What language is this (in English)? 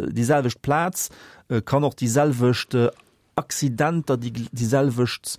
Luxembourgish